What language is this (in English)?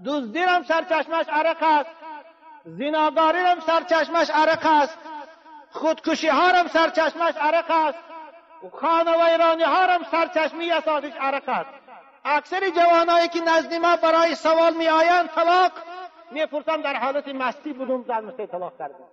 Tajik